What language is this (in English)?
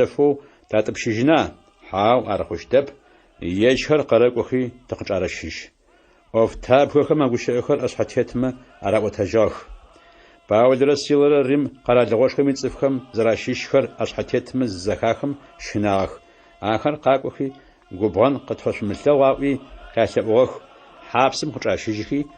Adyghe